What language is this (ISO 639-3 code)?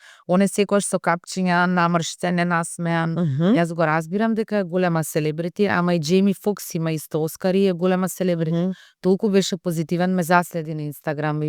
mkd